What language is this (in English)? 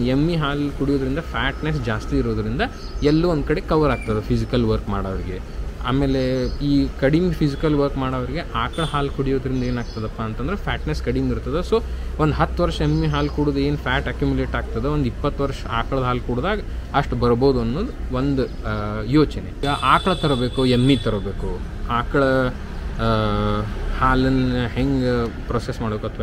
Kannada